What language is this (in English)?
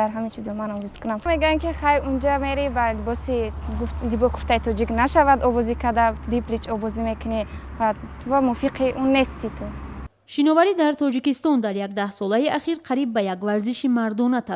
Tajik